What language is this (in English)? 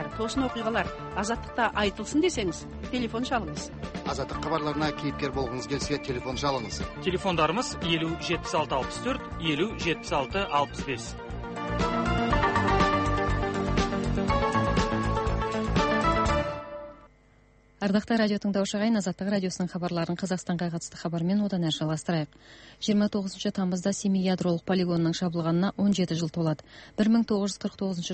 Kazakh